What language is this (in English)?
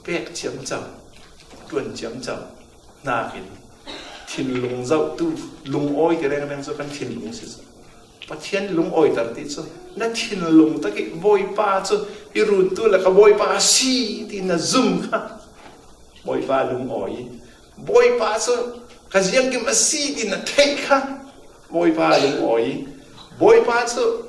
Falam Chin